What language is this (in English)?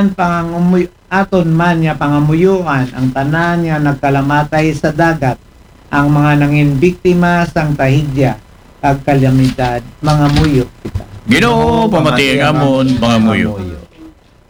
Aklanon